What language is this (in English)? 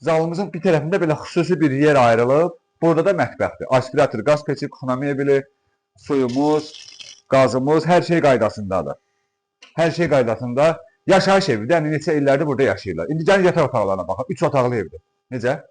Azerbaijani